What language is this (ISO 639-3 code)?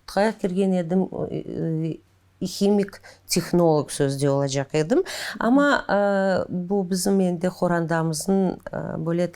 crh